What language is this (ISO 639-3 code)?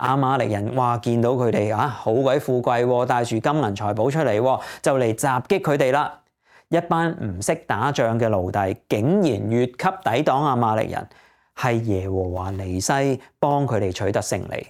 yue